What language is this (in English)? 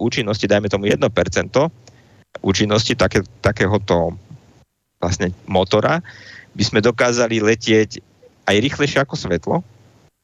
Slovak